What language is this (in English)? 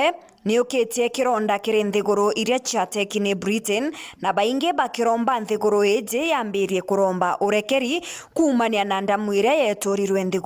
Meru